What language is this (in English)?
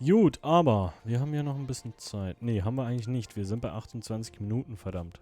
Swiss German